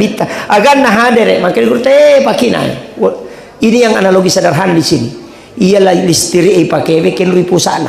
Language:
Buginese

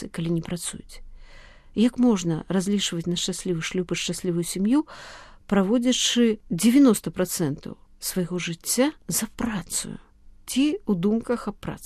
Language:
Belarusian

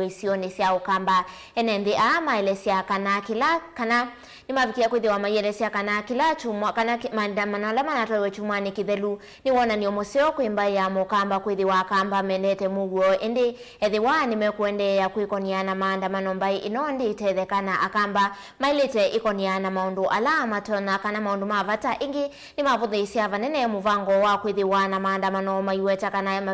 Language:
Kamba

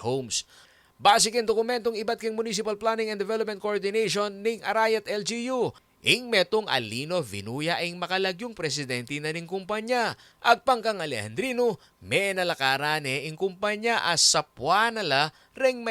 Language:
Pampanga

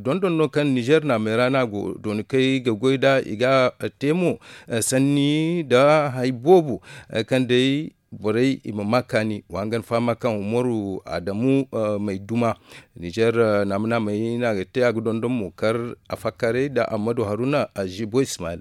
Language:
Zarma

